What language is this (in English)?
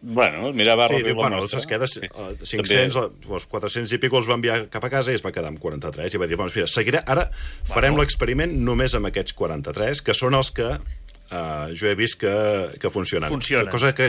Catalan